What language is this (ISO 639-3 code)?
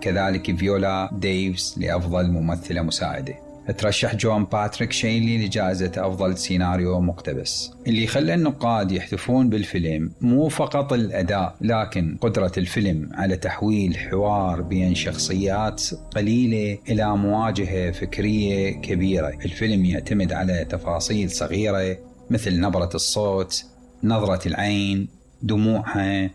acm